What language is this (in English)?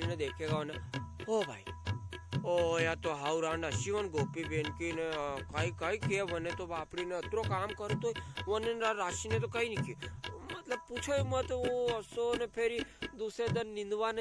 Rajasthani